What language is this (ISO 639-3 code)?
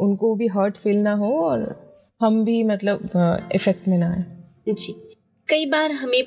hin